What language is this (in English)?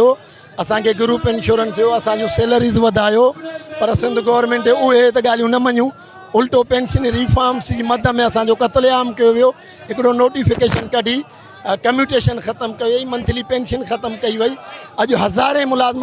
Sindhi